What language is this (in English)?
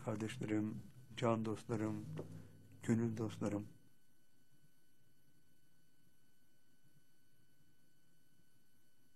Turkish